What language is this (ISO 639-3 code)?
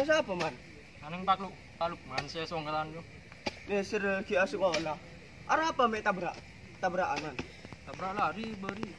mad